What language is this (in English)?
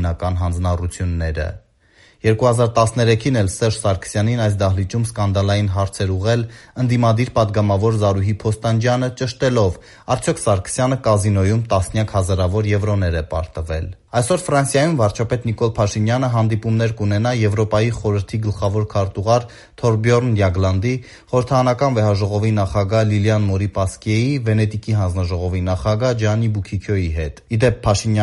Armenian